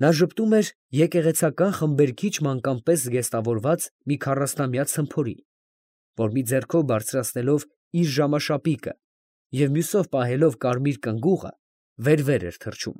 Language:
Armenian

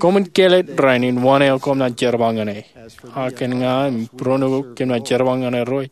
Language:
Marshallese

